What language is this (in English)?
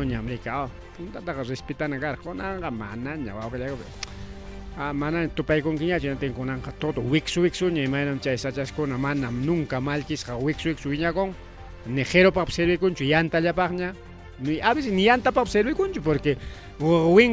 Ayacucho Quechua